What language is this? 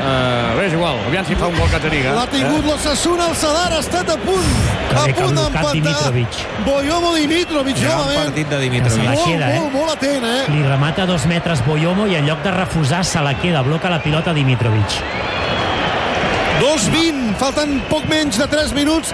Catalan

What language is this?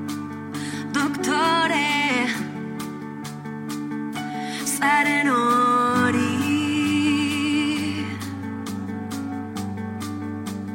Basque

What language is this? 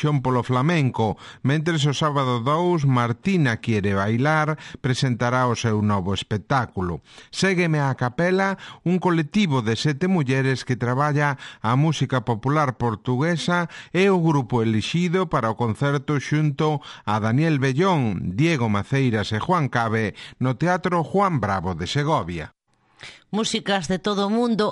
Galician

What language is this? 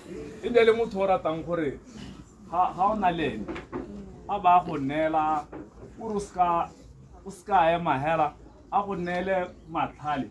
Tswana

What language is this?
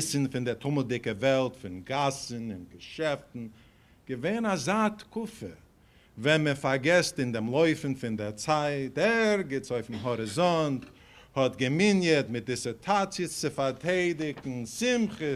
Yiddish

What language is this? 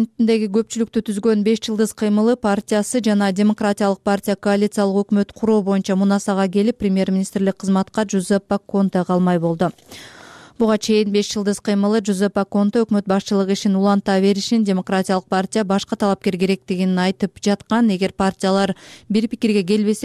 Kyrgyz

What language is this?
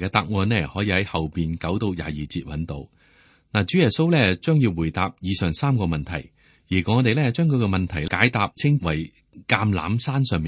Cantonese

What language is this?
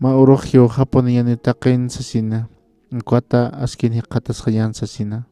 Aymara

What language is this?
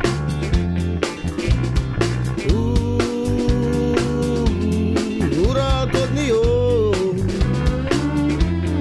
Hungarian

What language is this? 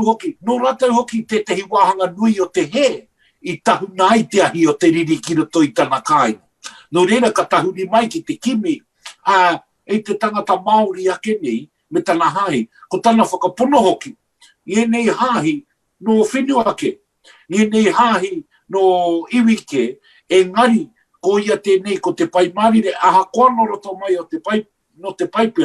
Māori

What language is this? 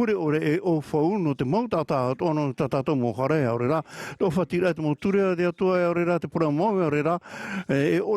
Tahitian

